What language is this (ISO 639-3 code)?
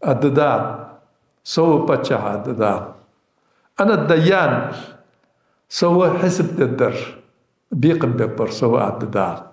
inh